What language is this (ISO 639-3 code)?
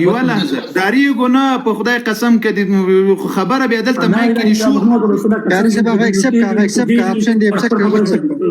pus